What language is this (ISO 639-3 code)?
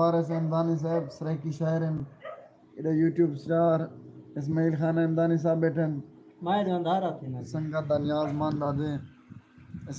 skr